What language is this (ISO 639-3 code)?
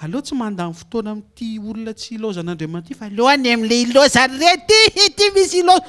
mlg